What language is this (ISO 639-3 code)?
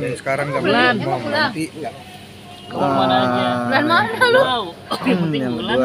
bew